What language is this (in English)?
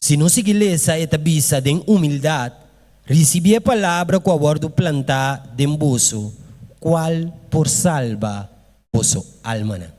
Papiamento